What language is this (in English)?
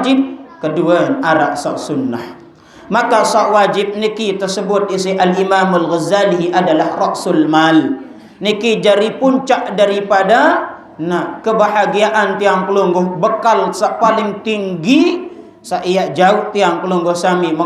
Sasak